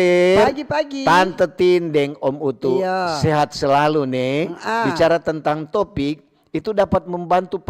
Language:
Manado Malay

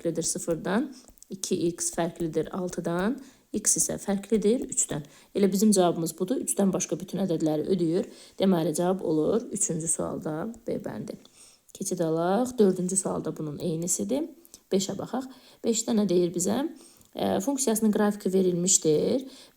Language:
Azerbaijani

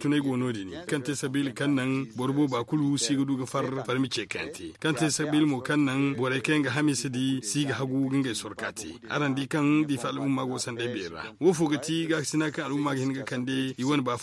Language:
Zarma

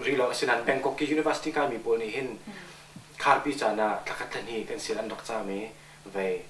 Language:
Hakha Chin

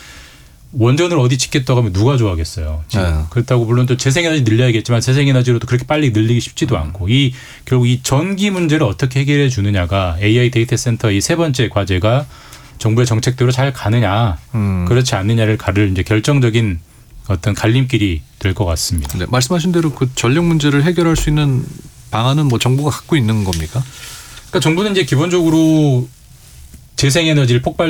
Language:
Korean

